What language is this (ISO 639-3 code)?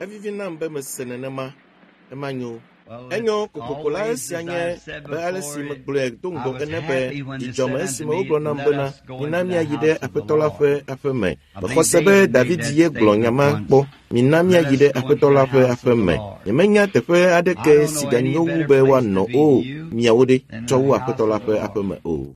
ewe